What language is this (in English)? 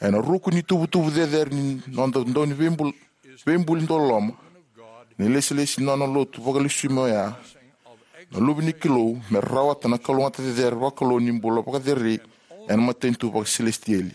Fijian